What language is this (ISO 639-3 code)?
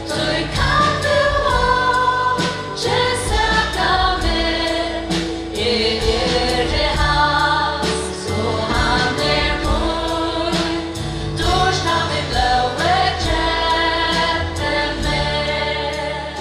fao